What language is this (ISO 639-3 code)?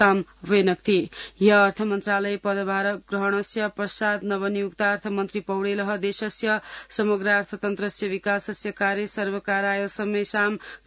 san